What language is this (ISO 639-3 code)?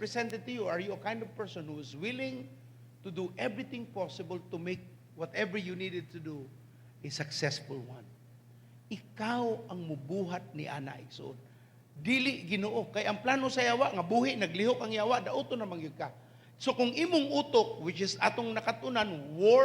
ceb